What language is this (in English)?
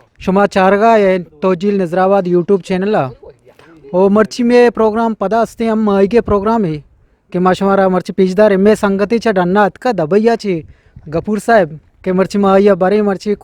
Eastern Balochi